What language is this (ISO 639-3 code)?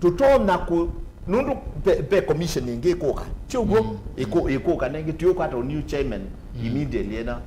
kam